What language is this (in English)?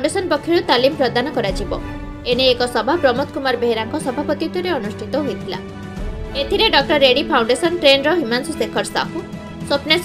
Odia